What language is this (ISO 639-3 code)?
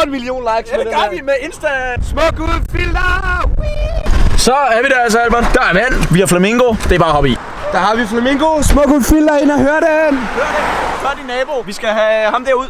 dan